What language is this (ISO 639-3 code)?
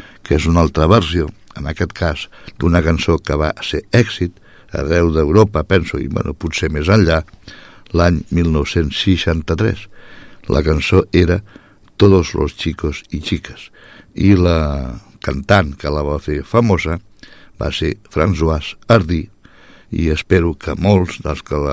cat